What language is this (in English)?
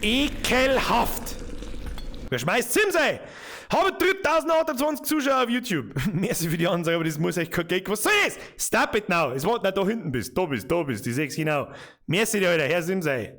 Bavarian